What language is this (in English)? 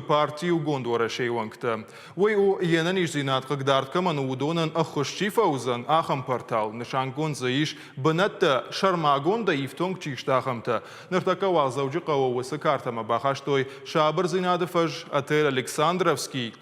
Ossetic